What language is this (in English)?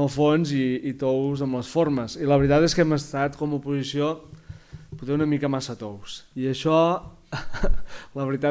Catalan